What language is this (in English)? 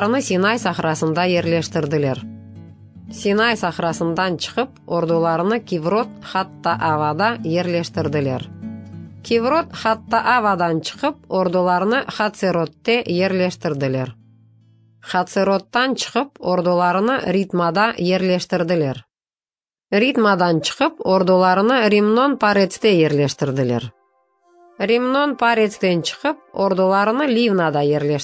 Crimean Tatar